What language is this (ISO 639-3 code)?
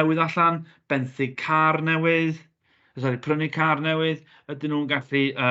cym